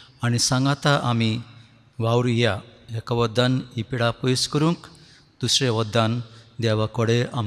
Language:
Konkani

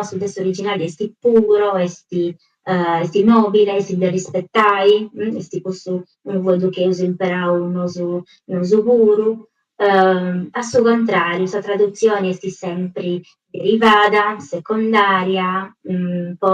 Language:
Sardinian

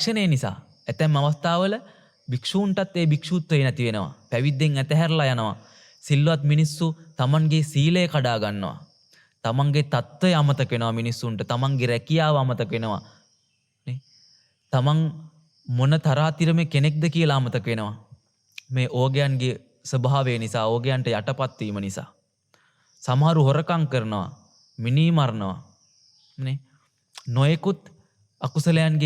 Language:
Sinhala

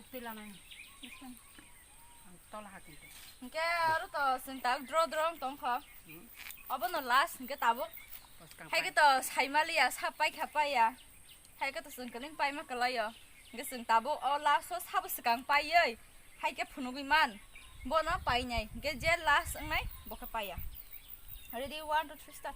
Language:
Kok Borok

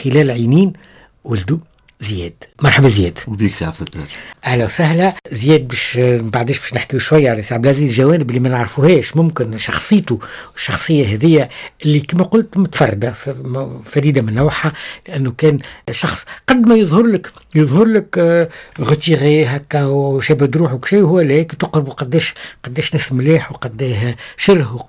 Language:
Tunisian Arabic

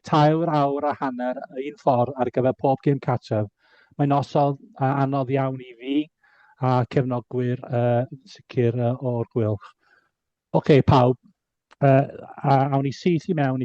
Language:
Welsh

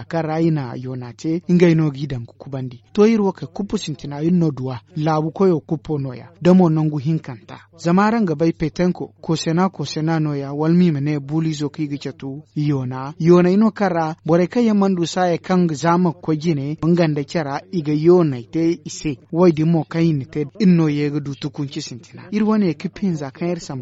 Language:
Zarma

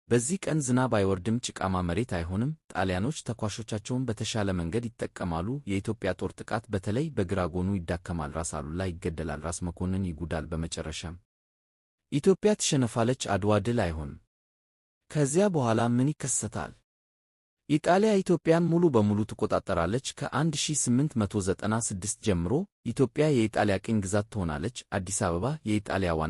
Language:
Amharic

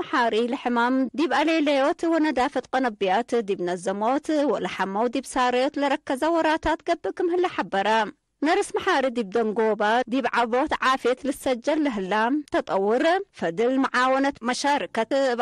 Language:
Tigre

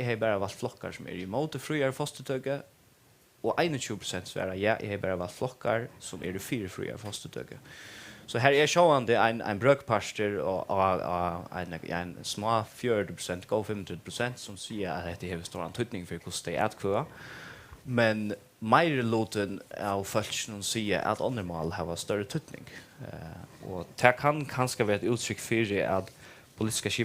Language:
Faroese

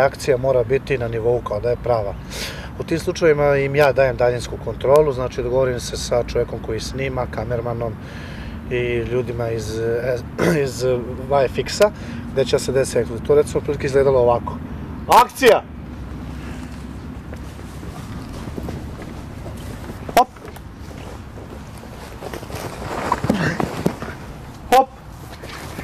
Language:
Serbian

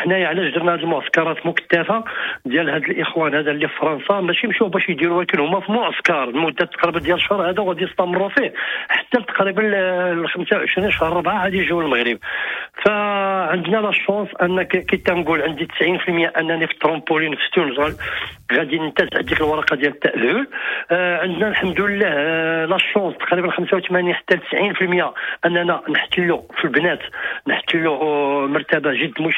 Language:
Moroccan Arabic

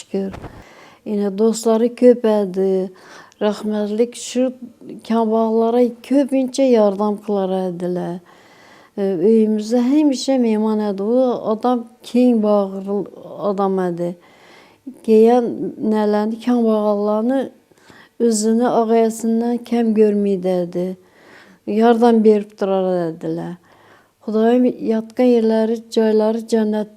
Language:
Kara-Kalpak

